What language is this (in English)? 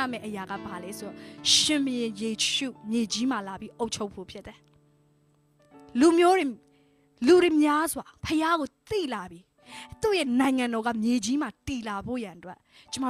Burmese